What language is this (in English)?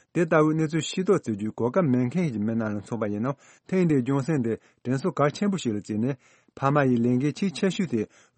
Tibetan